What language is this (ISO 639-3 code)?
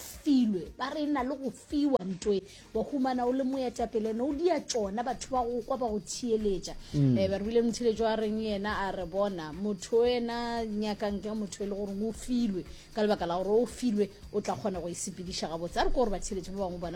nso